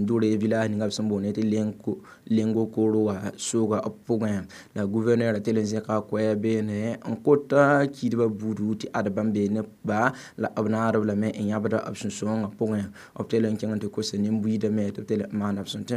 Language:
Mossi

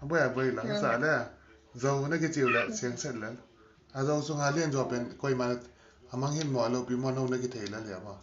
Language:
Tedim Chin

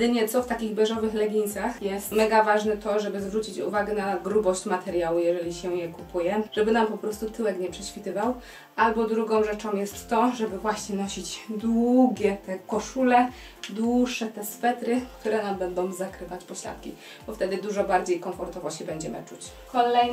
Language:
Polish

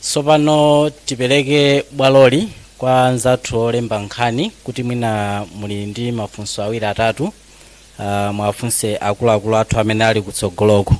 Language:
Nyanja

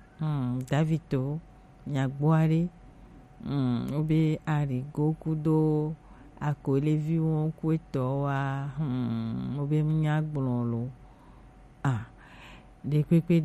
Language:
Gen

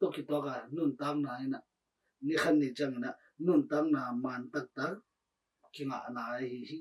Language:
Tedim Chin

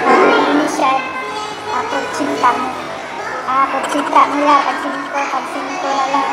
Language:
Cebuano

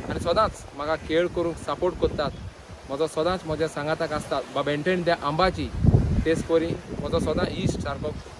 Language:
Konkani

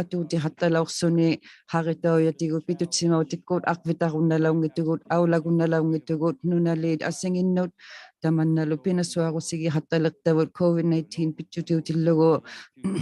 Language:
Inuktitut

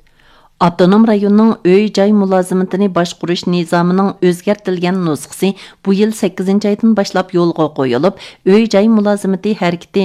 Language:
Uyghur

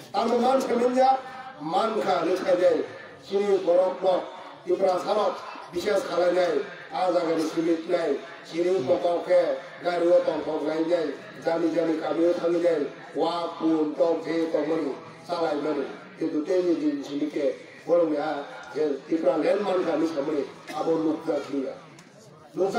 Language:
Kok Borok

